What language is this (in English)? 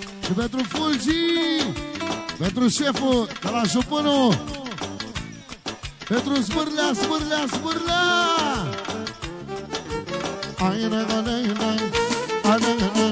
Romanian